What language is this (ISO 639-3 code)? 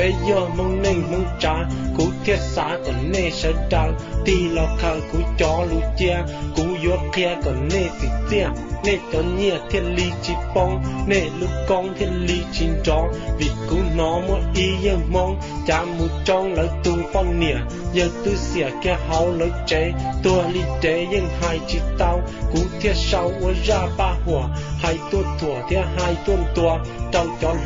hmn